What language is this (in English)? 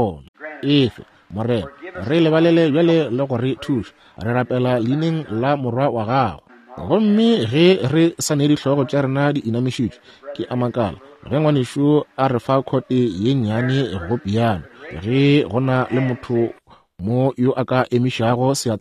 Northern Sotho